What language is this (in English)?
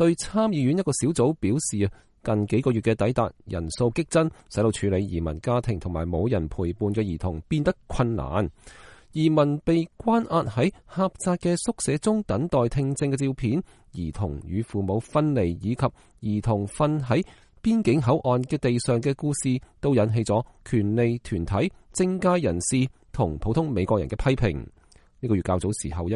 Cantonese